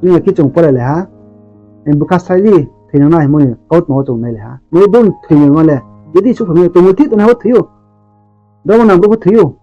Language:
Riang (India)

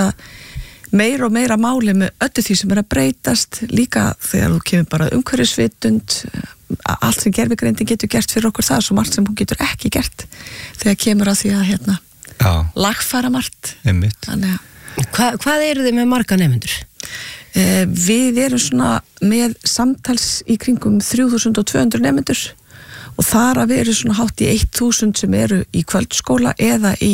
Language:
Icelandic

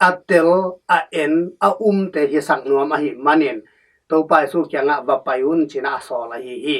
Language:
Tedim Chin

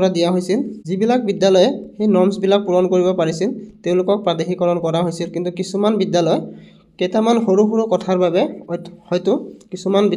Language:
Assamese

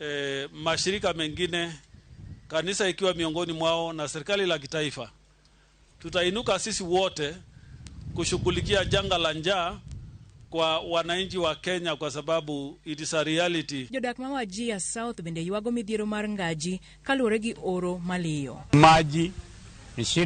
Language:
Luo (Kenya and Tanzania)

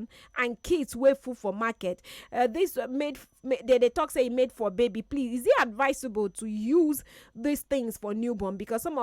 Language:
Nigerian Pidgin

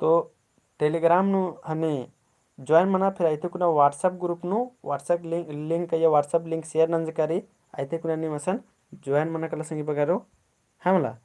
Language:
Kurukh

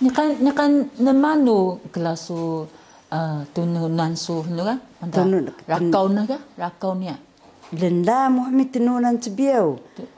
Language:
Taroko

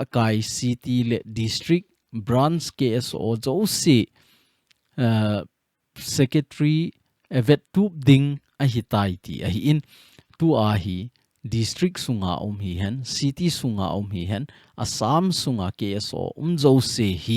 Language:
Thado Chin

